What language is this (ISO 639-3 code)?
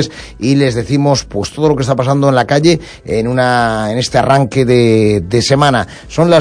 spa